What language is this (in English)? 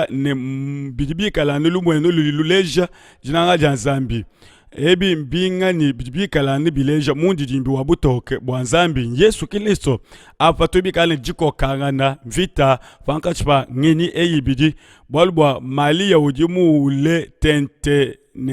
Luba-Lulua